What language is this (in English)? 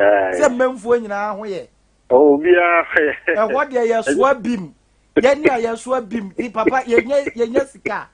Akan